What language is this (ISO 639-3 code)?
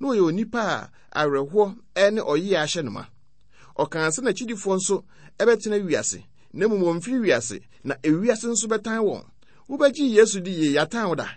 aka